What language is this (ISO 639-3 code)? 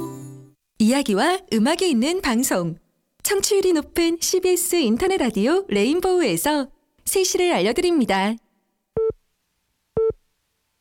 kor